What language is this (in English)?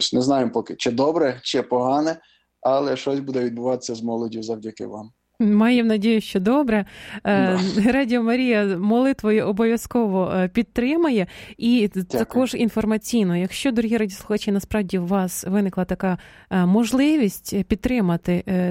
Ukrainian